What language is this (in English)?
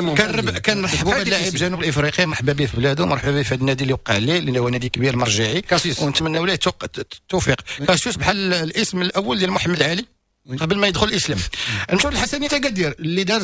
Moroccan Arabic